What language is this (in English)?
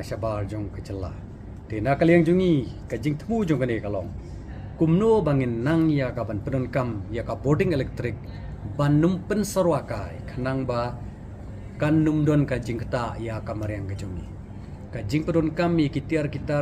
Khasi